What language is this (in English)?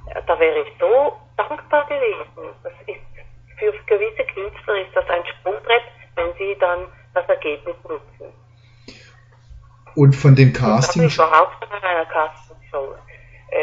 German